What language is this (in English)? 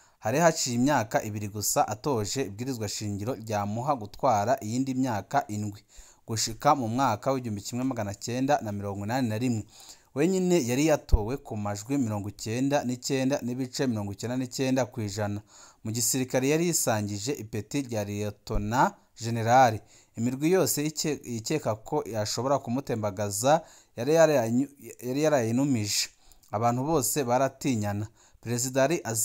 Rundi